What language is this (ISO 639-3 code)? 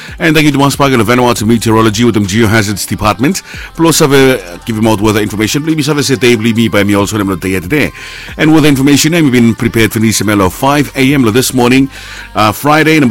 bis